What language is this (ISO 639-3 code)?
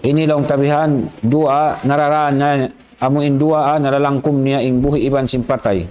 tsg